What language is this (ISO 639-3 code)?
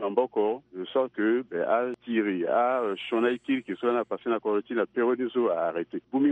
sag